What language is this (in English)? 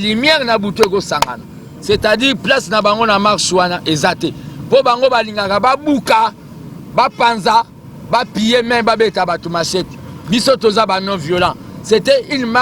Lingala